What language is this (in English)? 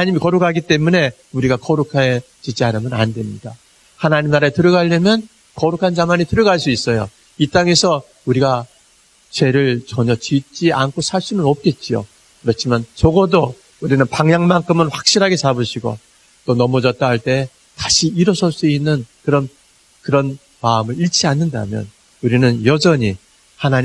Korean